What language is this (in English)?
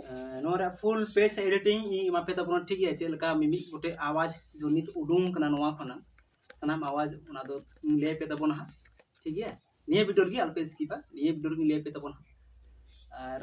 Santali